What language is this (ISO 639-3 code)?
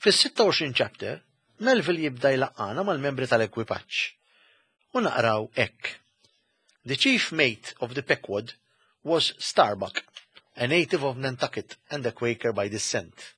mlt